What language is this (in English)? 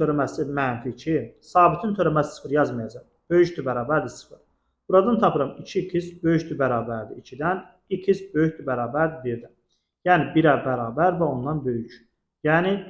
Azerbaijani